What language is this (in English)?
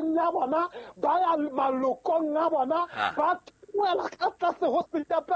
Southern Sotho